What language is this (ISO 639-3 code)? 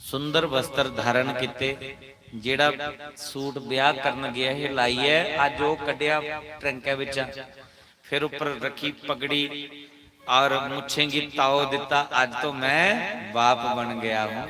doi